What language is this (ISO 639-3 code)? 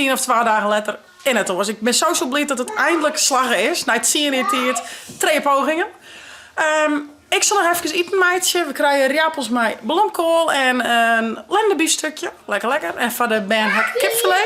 fry